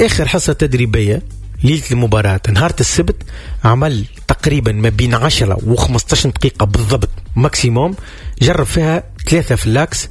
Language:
Tunisian Arabic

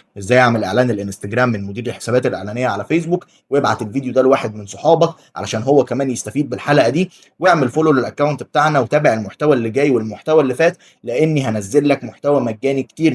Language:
Egyptian Arabic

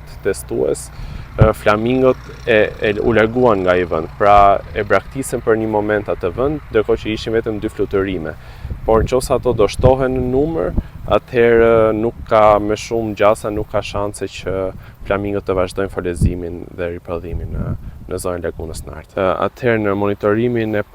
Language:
Albanian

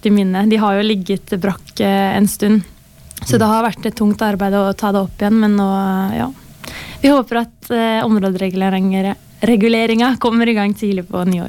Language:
Norwegian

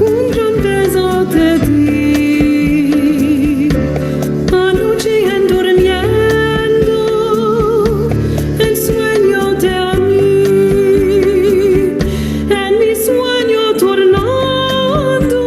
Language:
Ladino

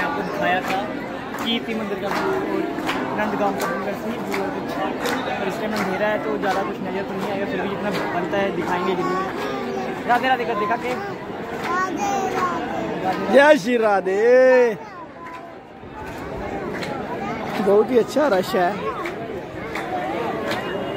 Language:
Hindi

